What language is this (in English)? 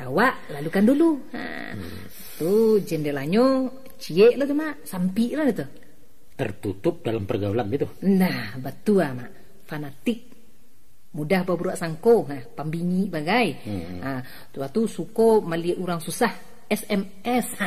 Minangkabau